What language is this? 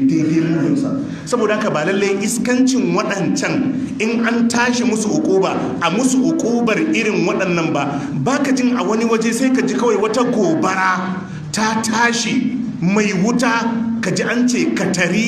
Hausa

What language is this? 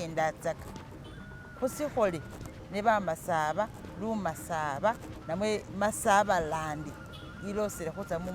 Masaaba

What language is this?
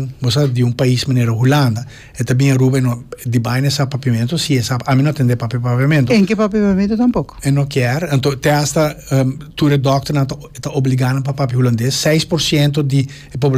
Papiamento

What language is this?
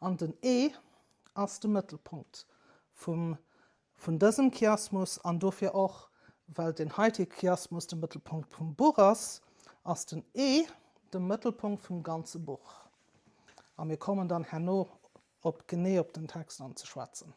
Luxembourgish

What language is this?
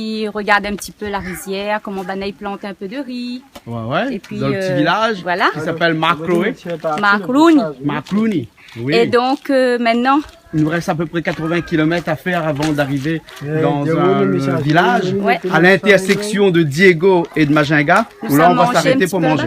Réunion Creole French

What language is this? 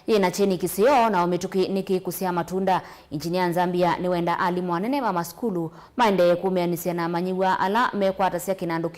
Kamba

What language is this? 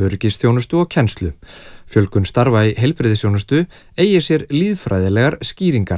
Icelandic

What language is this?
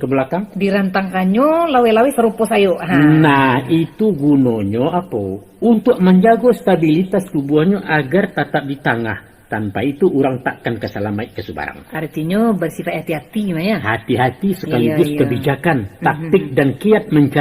Minangkabau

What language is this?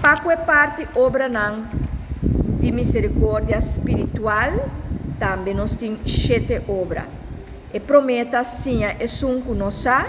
Papiamento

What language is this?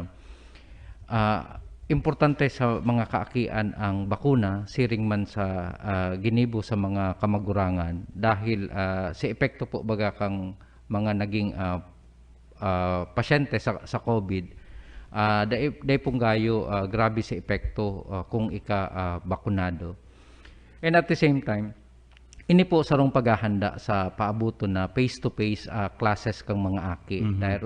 Bikol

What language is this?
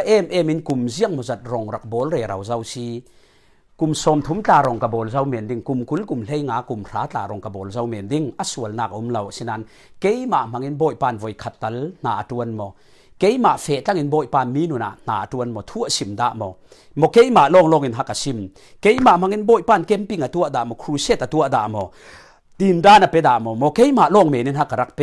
Falam Chin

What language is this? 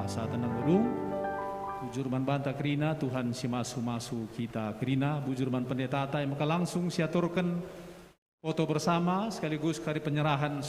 Batak Karo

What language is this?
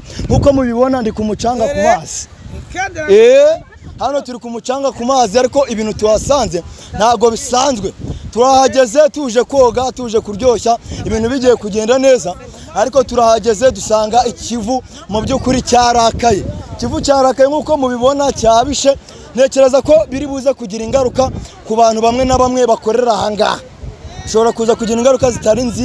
Kinyarwanda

